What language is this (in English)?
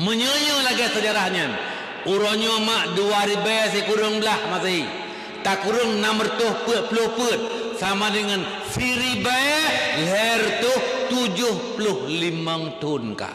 Achinese